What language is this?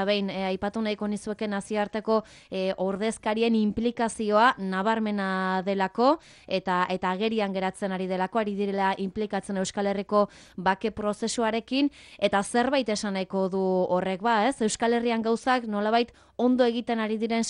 Basque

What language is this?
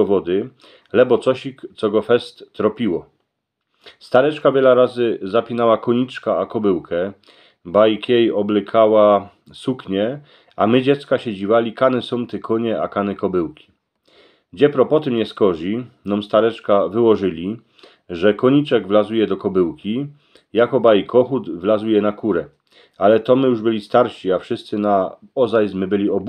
Silesian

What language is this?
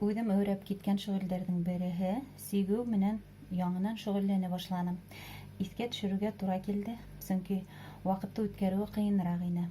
Bashkir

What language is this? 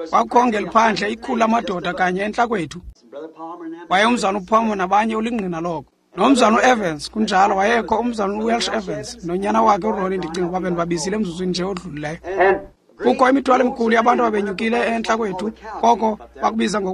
Xhosa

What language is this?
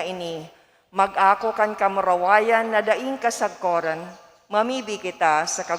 Bikol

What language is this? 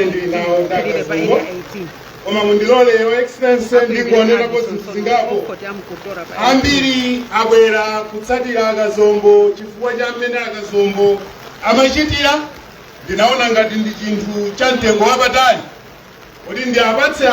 Nyanja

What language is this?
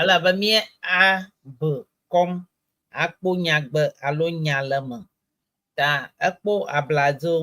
Ewe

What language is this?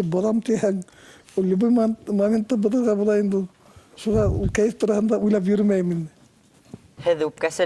Bashkir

